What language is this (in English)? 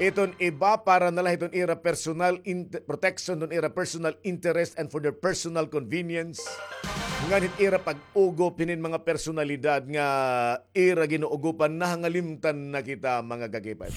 Waray